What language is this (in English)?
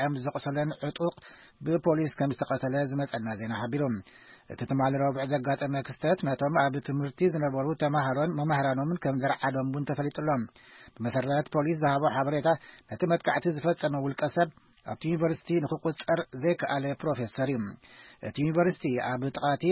Tigrinya